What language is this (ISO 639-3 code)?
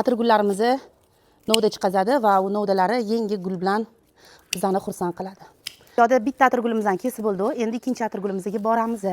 uzb